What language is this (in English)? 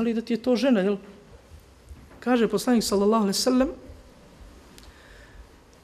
Bosnian